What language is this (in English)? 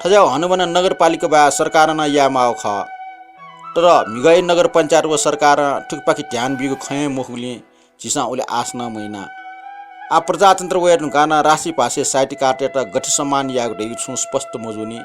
Newari